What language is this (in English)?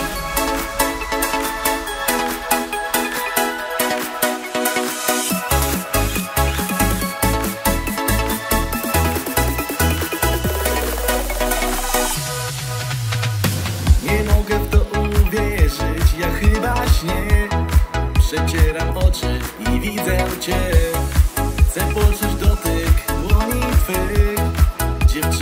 Polish